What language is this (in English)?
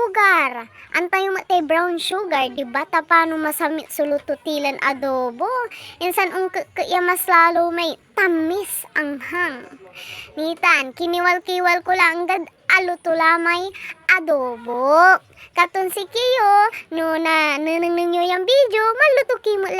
Pangasinan